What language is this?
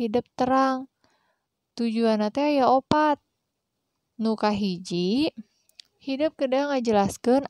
Sundanese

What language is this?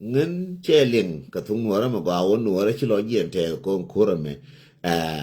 Nuer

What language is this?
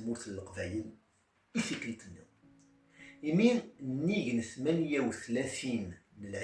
Kabyle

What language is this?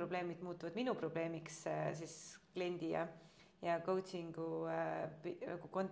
Estonian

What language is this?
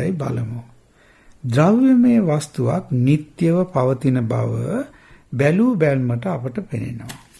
Sinhala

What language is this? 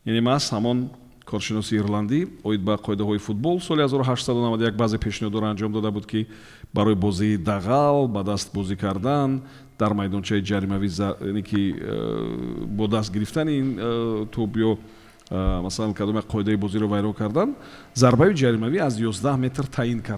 Tajik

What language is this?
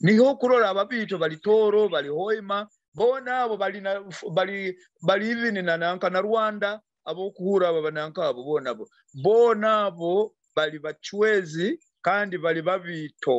Nyoro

